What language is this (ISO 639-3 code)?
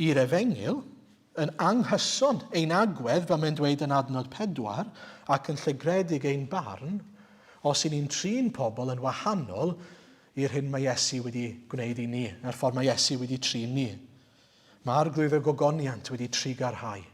cym